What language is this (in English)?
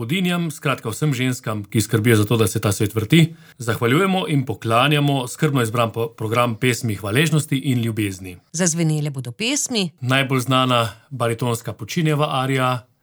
Slovenian